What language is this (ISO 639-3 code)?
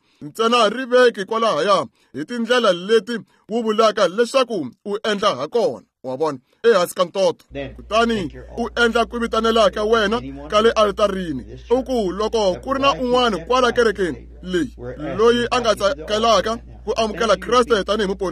tso